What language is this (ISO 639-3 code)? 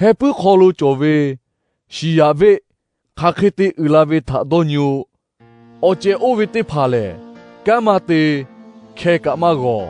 lhu